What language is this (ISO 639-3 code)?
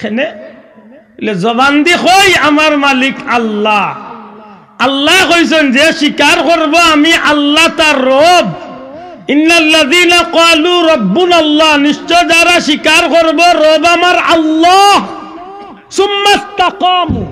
syl